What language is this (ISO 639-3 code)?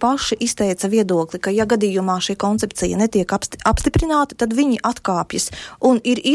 lav